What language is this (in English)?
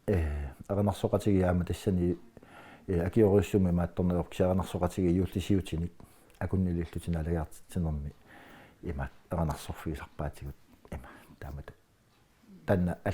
Kalaallisut